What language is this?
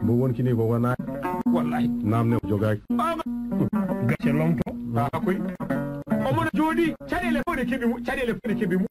Fula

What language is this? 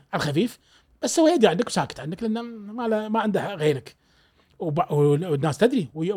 Gulf Arabic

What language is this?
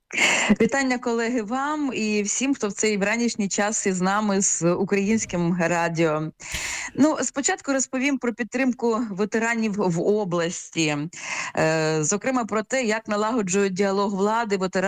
Ukrainian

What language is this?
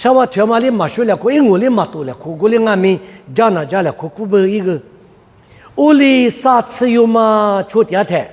Lisu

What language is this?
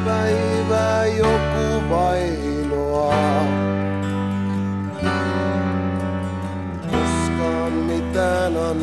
Finnish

